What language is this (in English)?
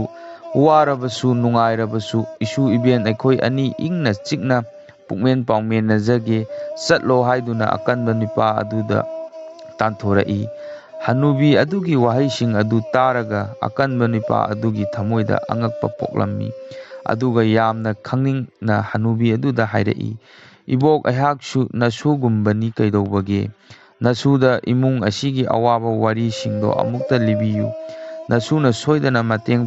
Manipuri